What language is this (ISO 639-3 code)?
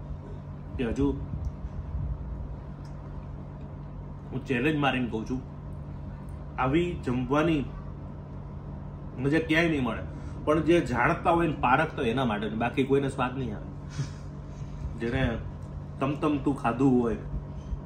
guj